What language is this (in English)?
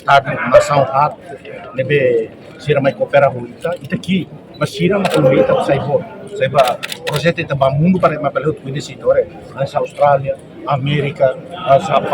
Tetum